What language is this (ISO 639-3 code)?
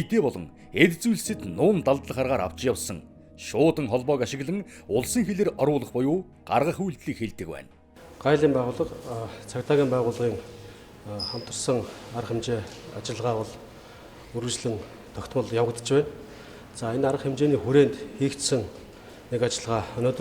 mon